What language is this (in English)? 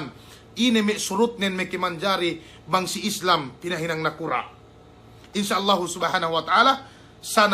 Yakan